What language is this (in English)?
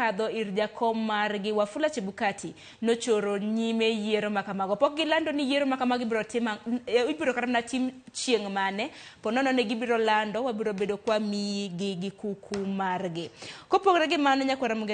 Luo (Kenya and Tanzania)